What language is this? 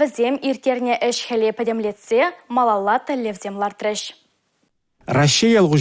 Chuvash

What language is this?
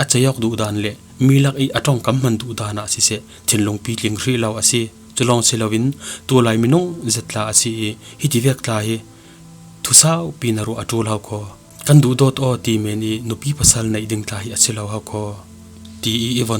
Falam Chin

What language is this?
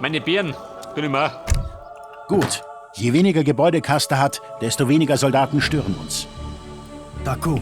Bavarian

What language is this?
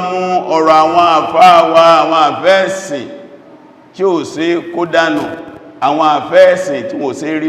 Yoruba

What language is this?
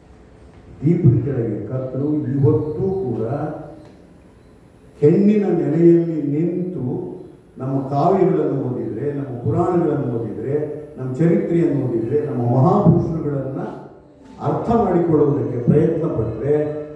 Kannada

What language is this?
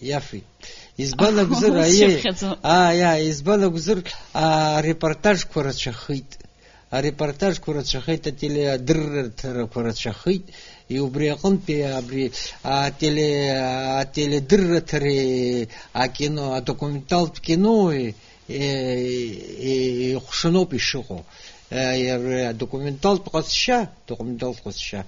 Abkhazian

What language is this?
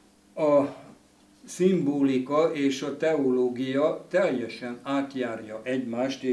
Hungarian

